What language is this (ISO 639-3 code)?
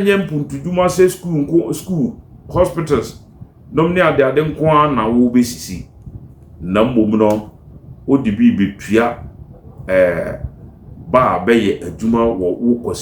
aka